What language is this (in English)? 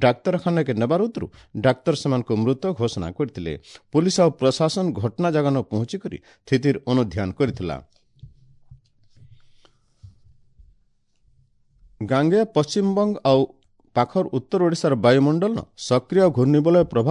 Odia